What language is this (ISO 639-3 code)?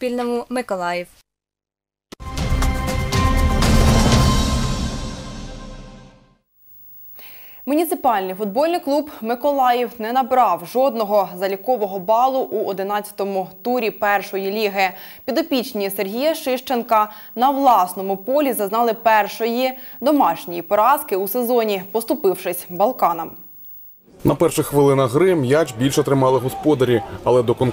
ukr